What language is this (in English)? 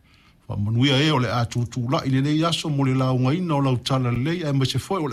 Samoan